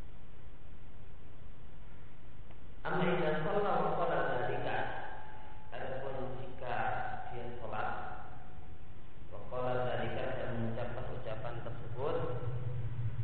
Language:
Indonesian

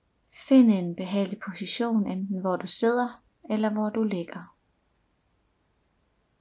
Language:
Danish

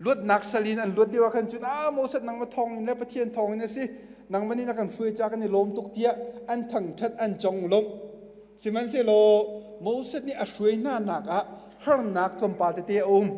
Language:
Hakha Chin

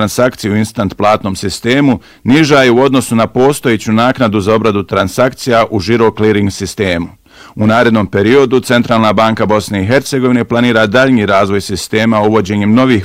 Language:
Bosnian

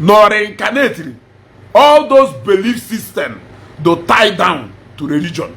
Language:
Igbo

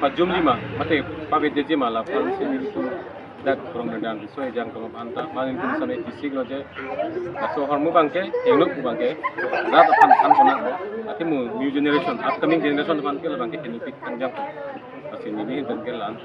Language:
Karbi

